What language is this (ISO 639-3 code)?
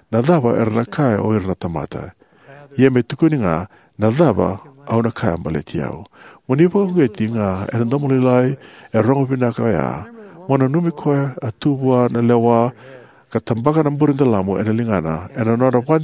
fij